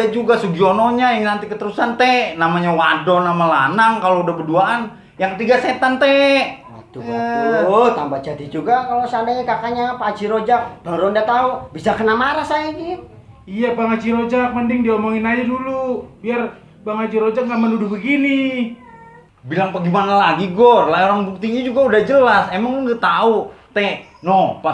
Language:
Betawi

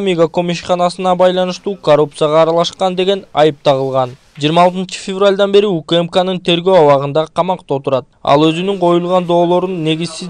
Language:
Kyrgyz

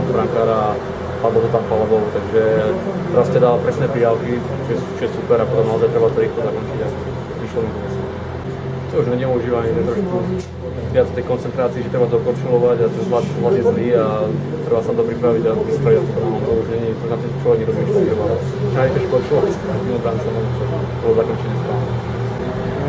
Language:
Slovak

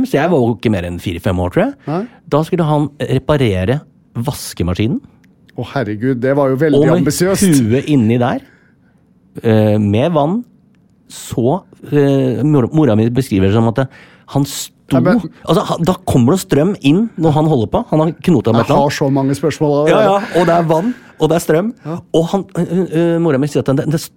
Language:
Norwegian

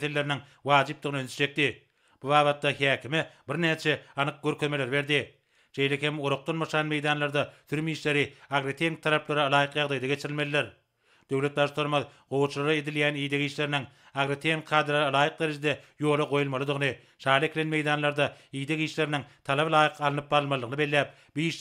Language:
Turkmen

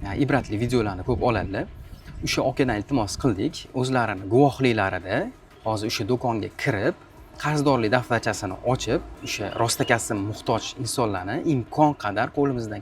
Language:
Uzbek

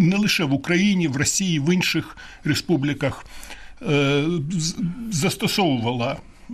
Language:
Ukrainian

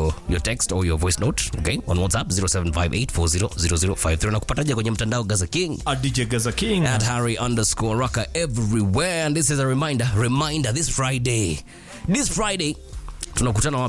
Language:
Swahili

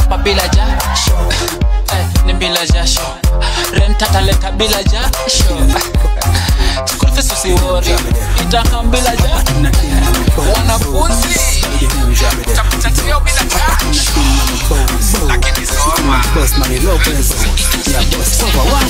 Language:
Swahili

